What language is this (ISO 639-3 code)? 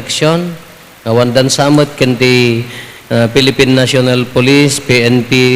ilo